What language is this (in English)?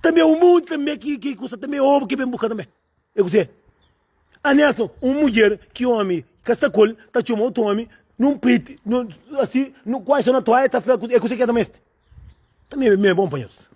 Kabuverdianu